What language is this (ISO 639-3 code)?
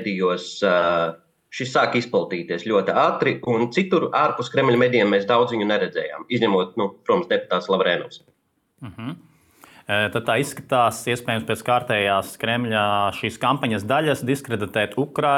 lav